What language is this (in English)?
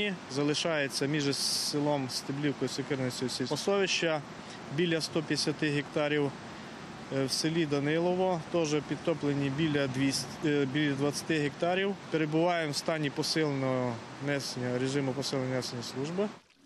Ukrainian